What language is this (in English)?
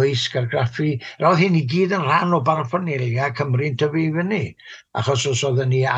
Welsh